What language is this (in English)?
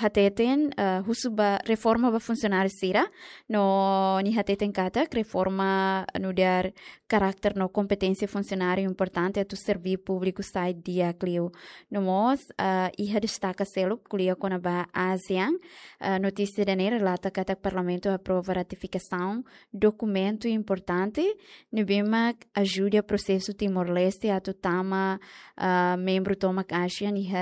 Tetum